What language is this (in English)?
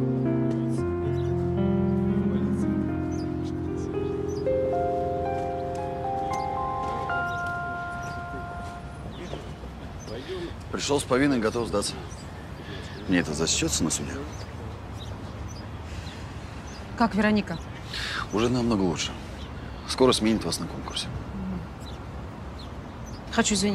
Russian